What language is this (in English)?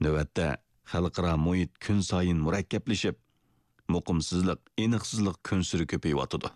Uyghur